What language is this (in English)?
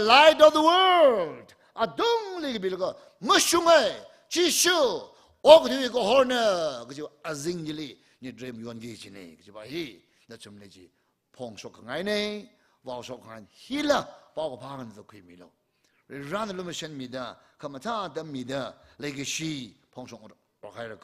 Tangkhul Naga (India)